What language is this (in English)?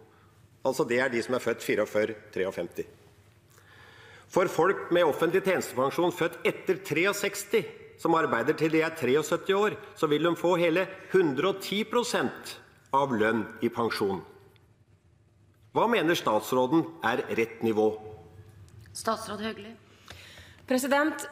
Norwegian